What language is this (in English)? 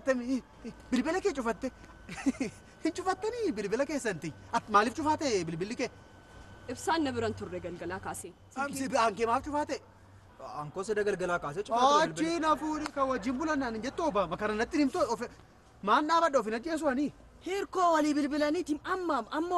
Oromo